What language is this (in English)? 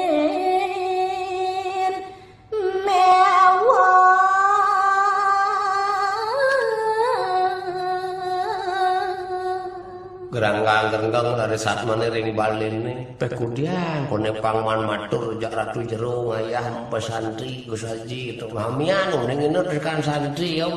Balinese